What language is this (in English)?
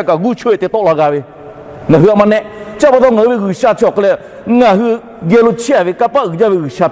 Lahu